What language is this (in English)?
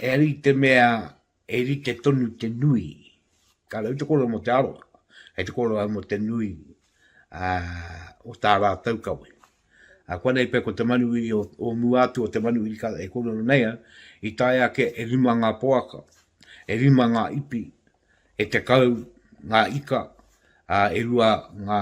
Māori